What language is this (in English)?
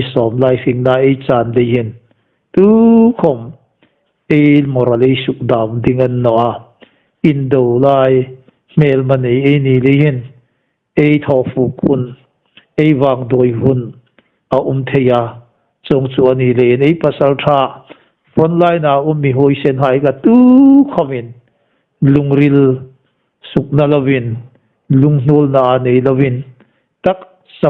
Hmar